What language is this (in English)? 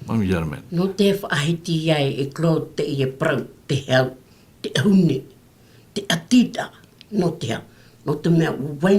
Tahitian